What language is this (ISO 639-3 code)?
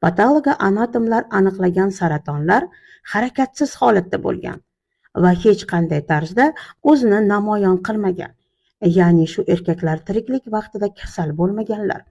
uzb